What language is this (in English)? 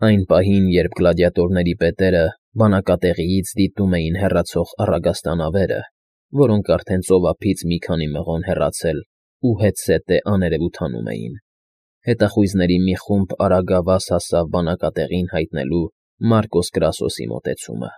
Armenian